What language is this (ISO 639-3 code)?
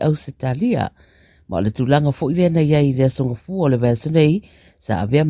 smo